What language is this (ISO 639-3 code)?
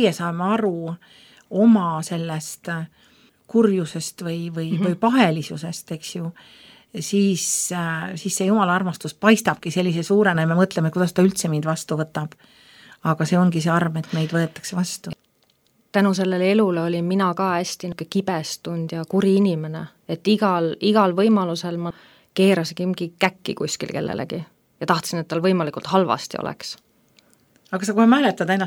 est